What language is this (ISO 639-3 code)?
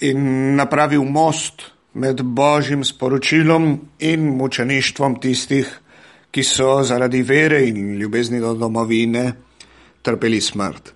slv